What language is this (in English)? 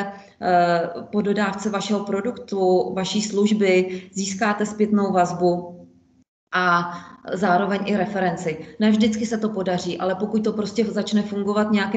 Czech